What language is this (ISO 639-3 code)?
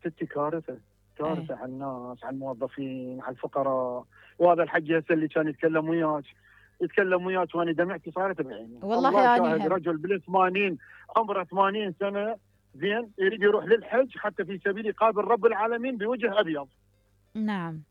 acm